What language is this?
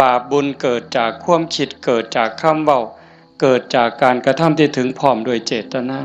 Northeastern Thai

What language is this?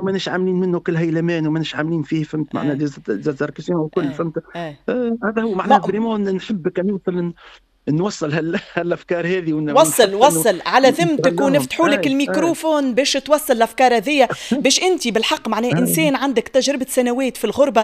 Tunisian Arabic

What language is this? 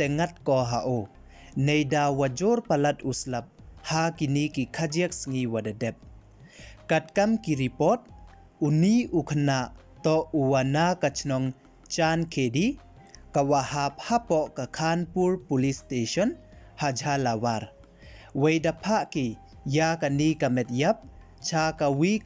Pnar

